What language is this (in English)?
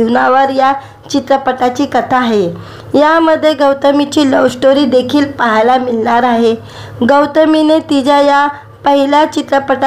Marathi